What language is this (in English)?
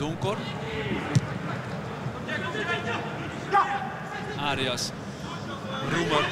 Dutch